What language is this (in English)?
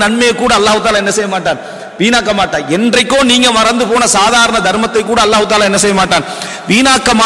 Tamil